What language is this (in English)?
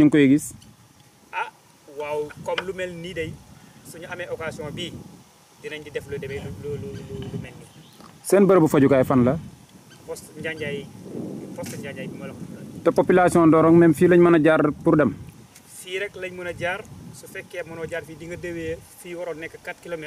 Wolof